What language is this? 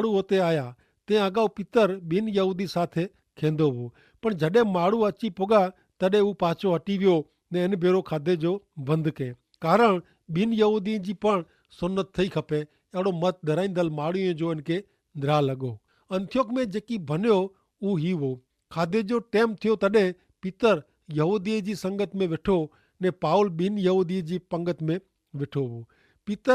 Kachhi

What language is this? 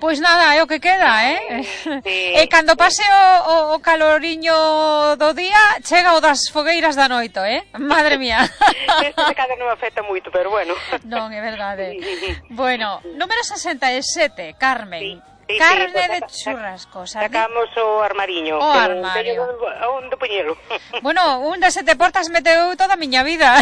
Galician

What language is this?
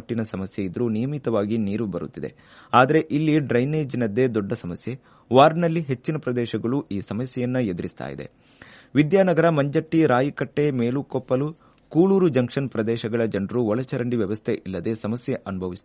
Kannada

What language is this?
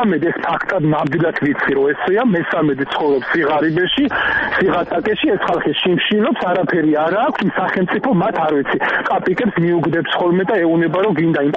Georgian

